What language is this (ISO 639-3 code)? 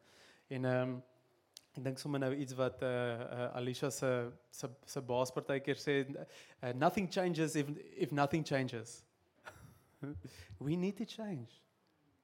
afr